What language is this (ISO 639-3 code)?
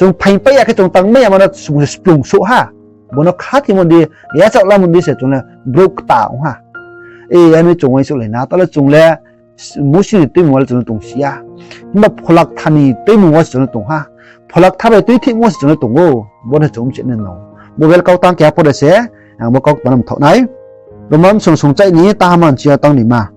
ria